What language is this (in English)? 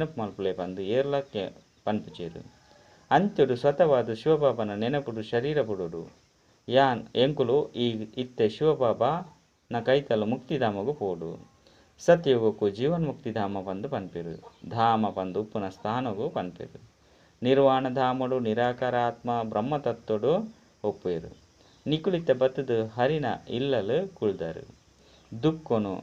Tulu